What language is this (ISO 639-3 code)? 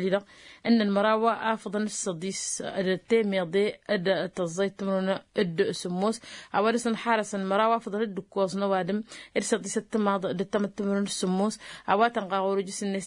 taq